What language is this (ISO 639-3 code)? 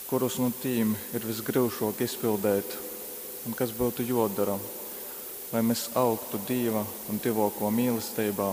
ltg